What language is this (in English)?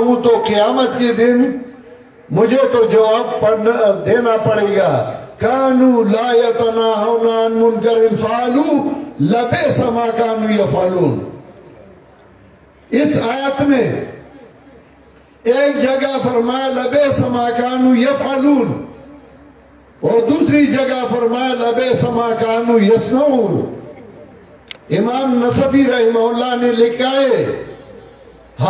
Urdu